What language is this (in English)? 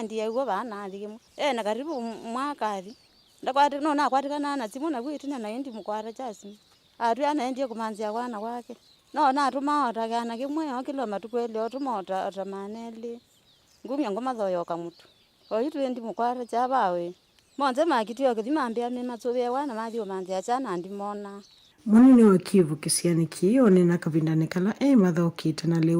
Kamba